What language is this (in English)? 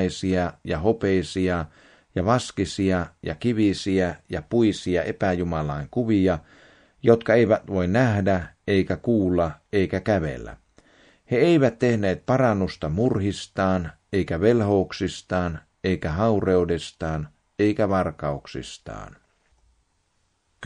Finnish